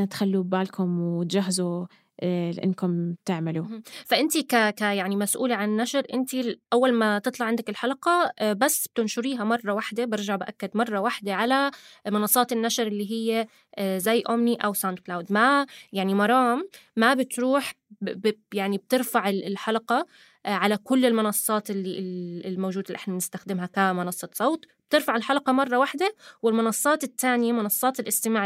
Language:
North Levantine Arabic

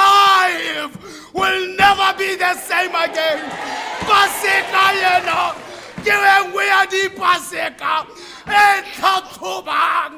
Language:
Tswana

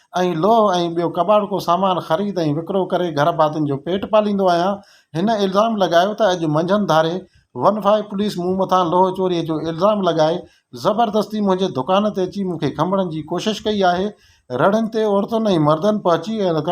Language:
Sindhi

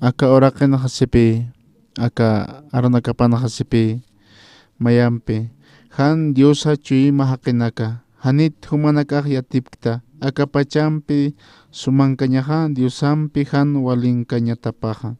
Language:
Aymara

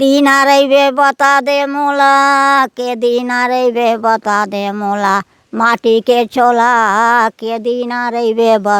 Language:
Chhattisgarhi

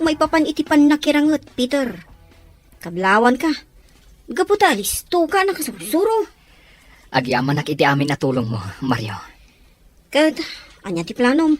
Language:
Iloko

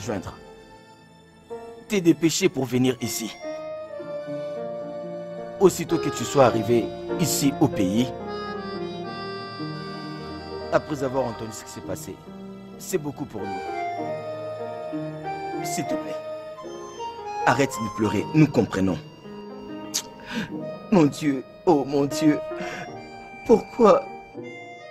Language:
French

